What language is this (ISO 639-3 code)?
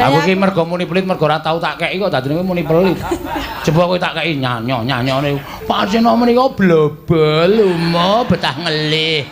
jav